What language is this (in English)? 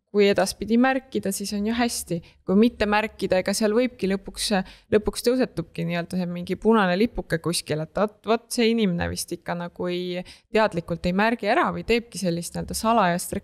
Estonian